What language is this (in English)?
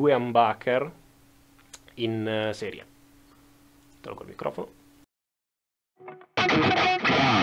Italian